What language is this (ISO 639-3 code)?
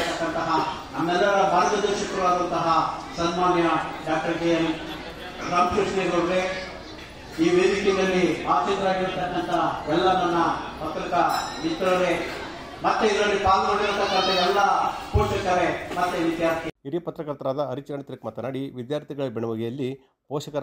kan